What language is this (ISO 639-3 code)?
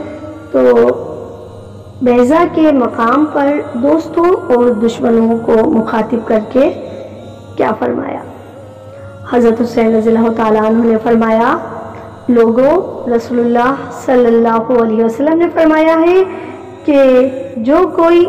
urd